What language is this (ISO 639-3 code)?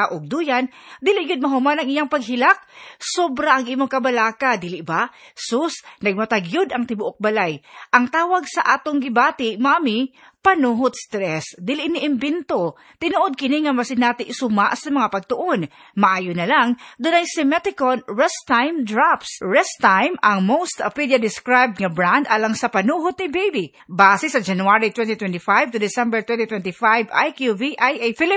ceb